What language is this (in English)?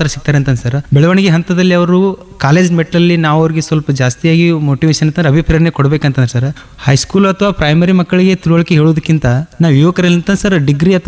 Kannada